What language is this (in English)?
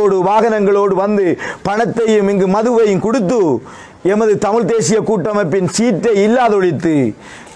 Tamil